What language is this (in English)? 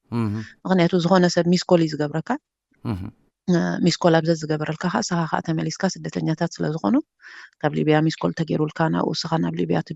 Tigrinya